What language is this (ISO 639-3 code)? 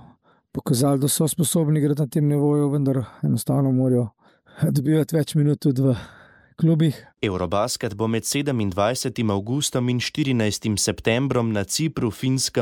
slv